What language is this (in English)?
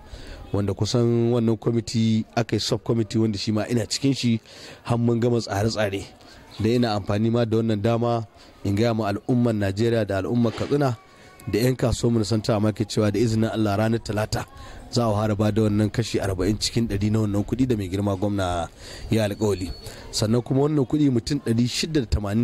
Hausa